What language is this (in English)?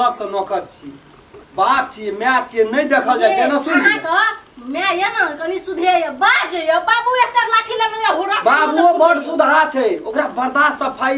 Maithili